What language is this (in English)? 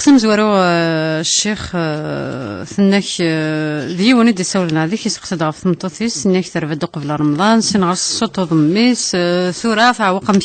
Kabyle